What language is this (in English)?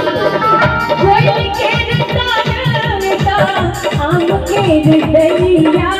Maithili